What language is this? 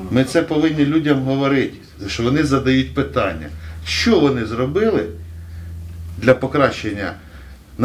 Ukrainian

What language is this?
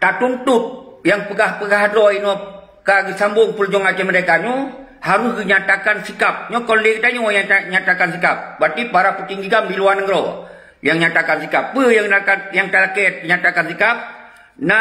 Achinese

